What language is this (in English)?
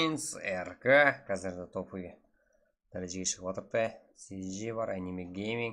Kara-Kalpak